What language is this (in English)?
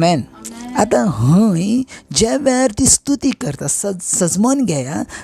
Konkani